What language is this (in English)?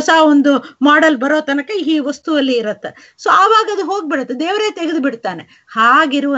Kannada